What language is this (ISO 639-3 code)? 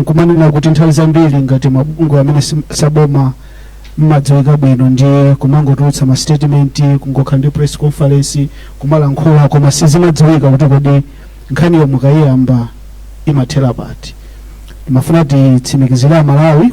nya